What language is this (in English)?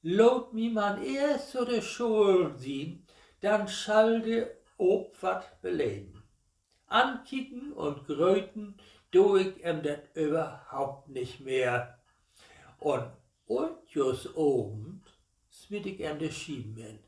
Low German